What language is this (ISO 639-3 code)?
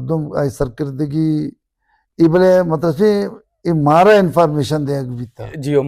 bal